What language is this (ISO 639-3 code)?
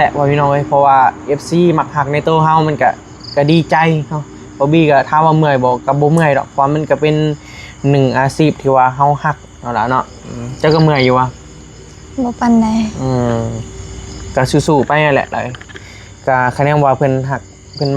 tts